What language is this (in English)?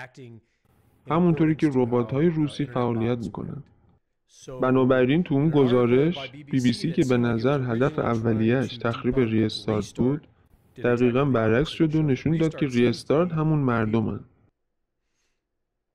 Persian